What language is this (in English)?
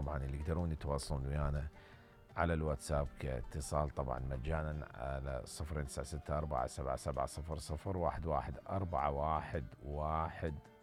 Mesopotamian Arabic